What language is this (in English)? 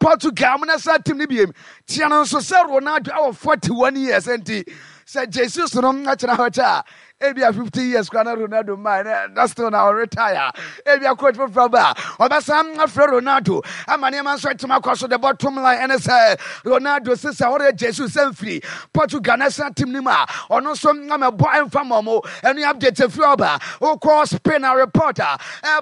Akan